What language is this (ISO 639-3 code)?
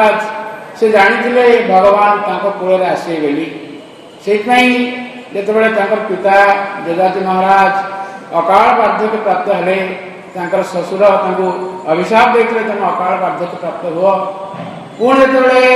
ori